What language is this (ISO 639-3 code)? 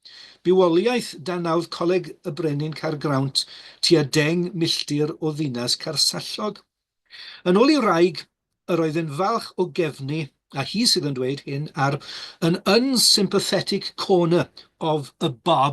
cym